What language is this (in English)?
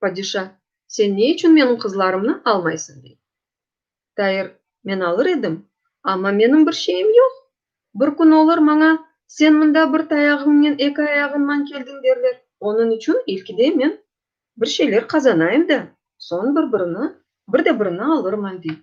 Crimean Tatar